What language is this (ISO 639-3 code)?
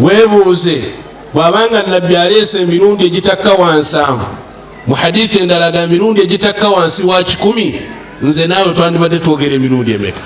lug